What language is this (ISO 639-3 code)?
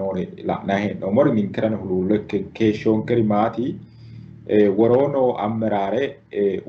sid